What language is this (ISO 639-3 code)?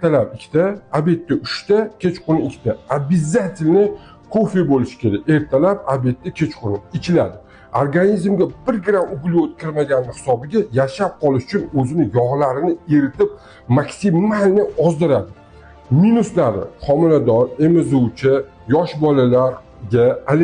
uzb